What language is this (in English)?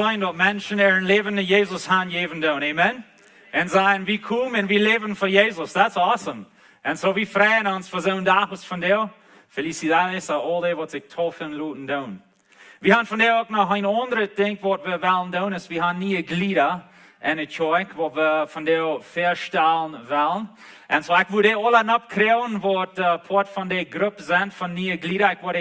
Plautdietsch